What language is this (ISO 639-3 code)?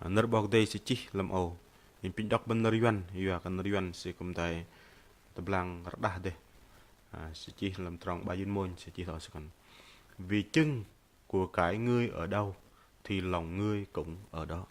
bdq